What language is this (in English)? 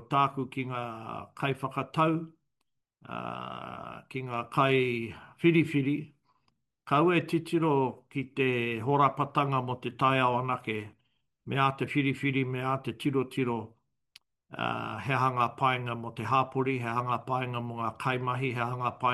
Māori